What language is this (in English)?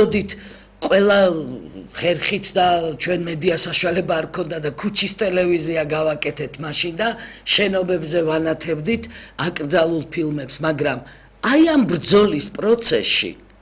Georgian